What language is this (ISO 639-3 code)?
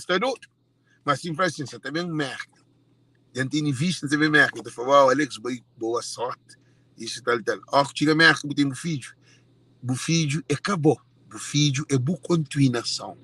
kea